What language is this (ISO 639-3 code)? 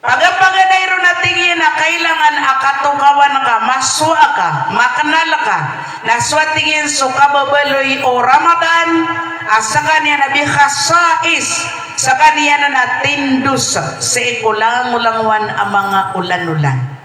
mrw